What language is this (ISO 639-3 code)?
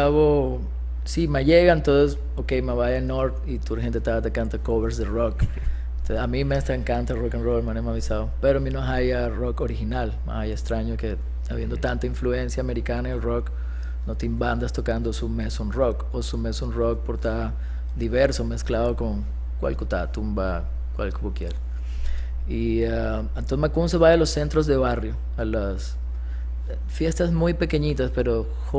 pap